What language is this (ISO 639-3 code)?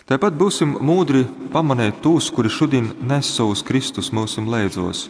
ltg